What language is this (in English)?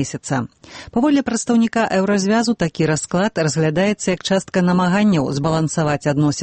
Belarusian